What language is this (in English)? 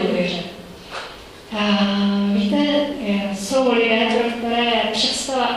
Czech